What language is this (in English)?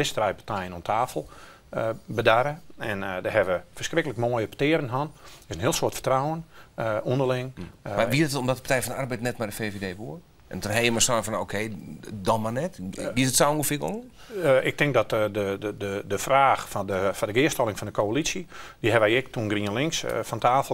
Western Frisian